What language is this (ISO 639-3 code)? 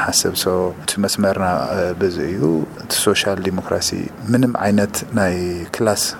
tir